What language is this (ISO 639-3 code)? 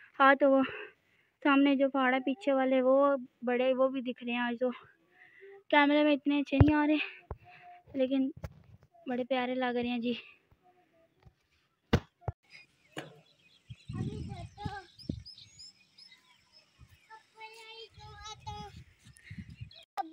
hin